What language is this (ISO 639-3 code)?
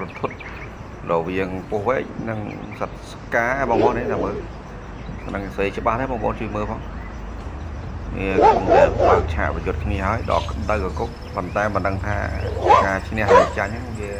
khm